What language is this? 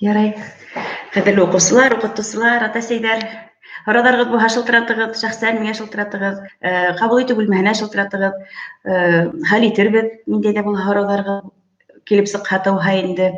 Bashkir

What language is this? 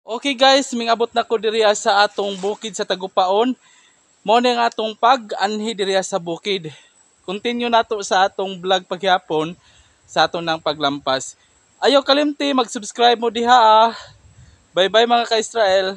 Cebuano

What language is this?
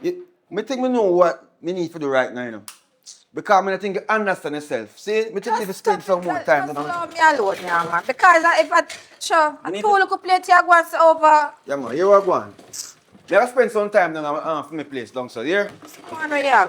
Jamaican Creole English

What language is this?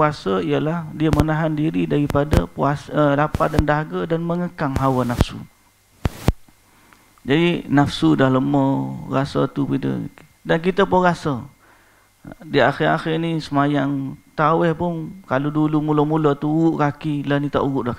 Malay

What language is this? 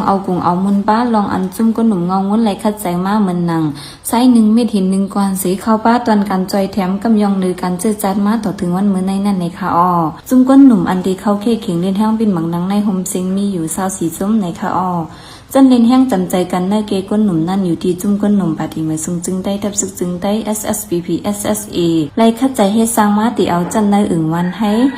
Shan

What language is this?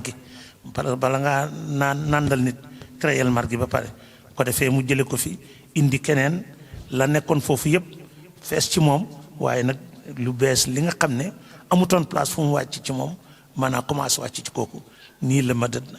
Wolof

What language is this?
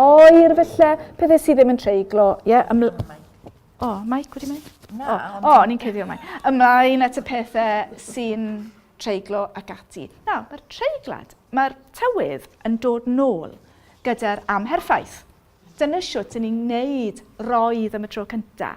Welsh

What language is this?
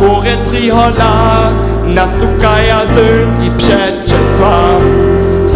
Upper Sorbian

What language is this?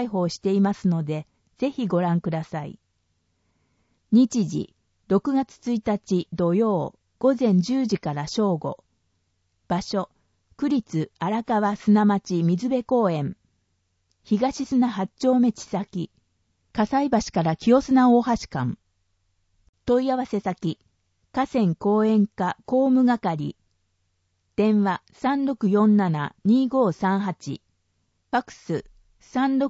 Japanese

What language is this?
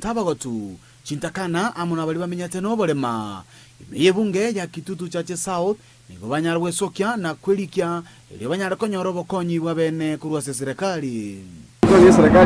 Gusii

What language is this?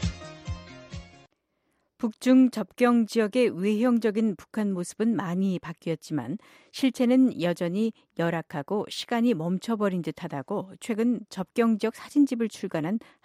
Korean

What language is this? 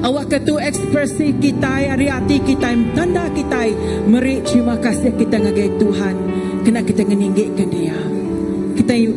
Iban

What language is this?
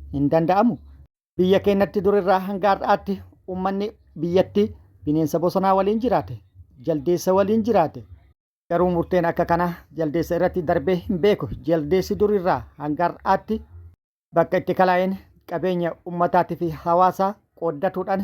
Oromo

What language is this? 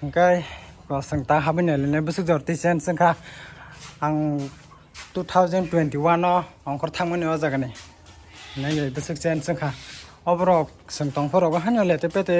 Kok Borok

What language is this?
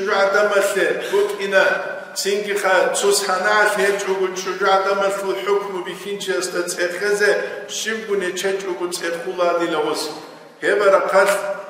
Avaric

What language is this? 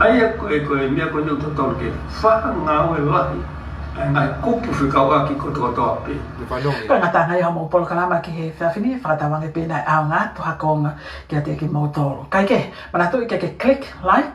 Tongan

